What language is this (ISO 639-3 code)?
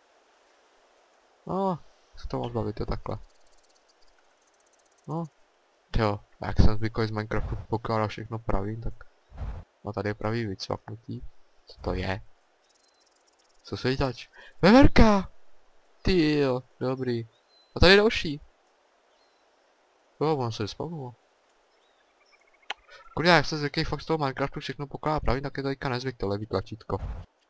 ces